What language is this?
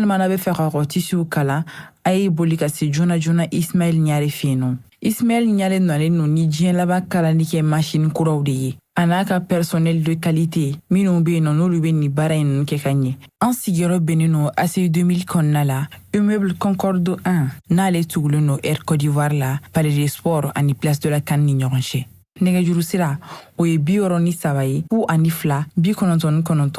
Bambara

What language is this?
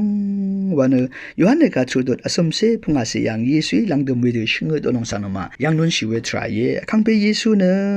Rawang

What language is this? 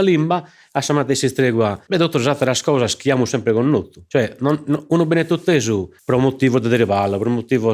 Sardinian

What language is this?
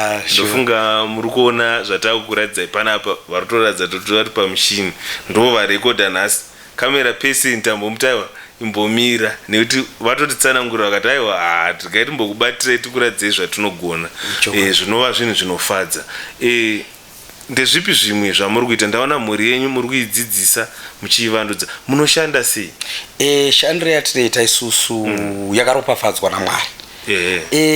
Shona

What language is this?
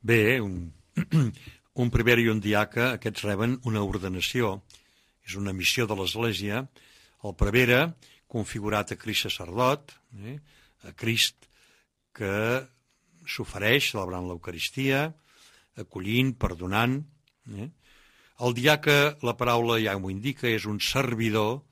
Catalan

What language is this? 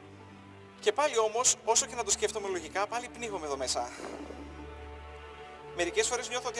Greek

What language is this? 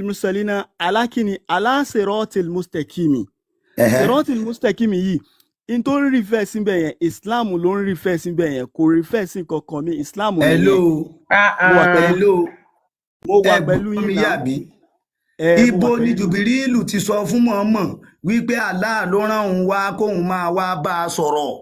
Yoruba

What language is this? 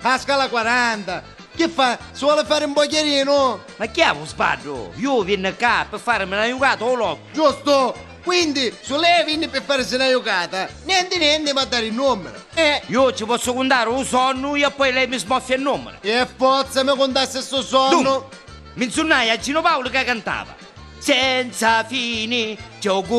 Neapolitan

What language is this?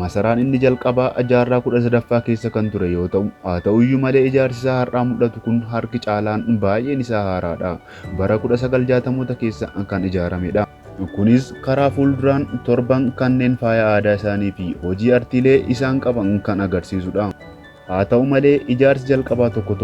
Oromo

